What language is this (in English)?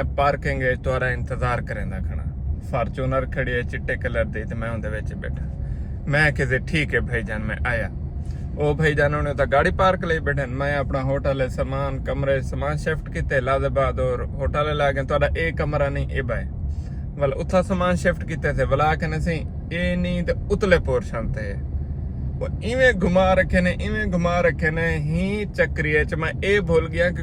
Saraiki